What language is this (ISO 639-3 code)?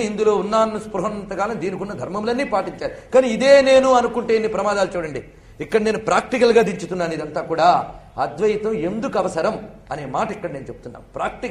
tel